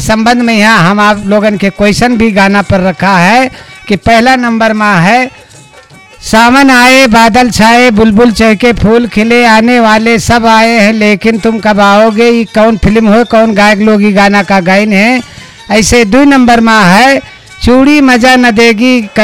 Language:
Bhojpuri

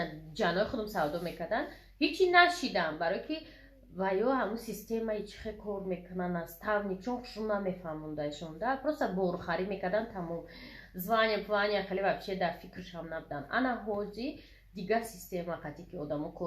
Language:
Tajik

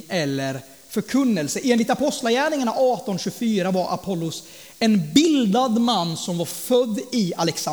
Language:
Swedish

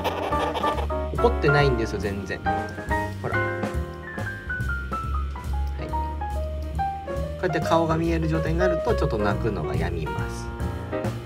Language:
Japanese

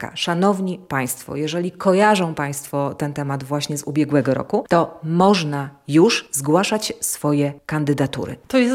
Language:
Polish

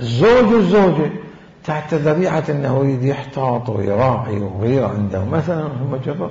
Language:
Mesopotamian Arabic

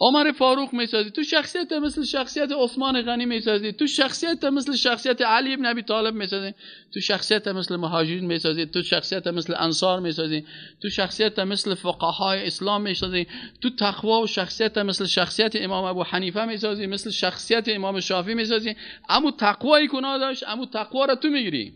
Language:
Persian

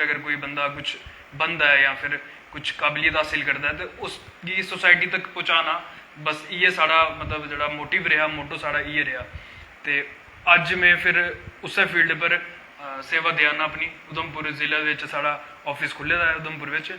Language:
Dogri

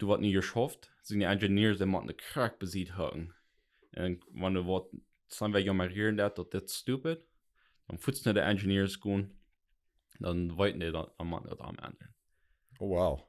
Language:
Plautdietsch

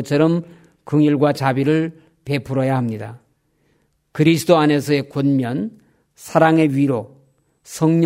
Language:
Korean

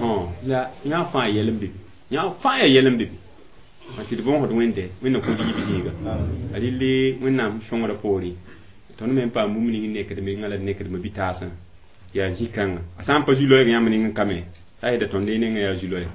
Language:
Mossi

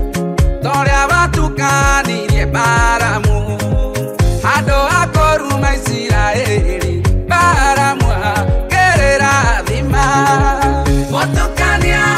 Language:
Kikuyu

